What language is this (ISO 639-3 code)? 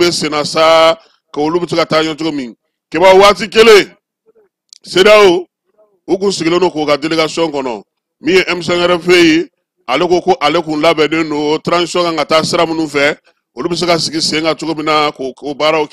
bam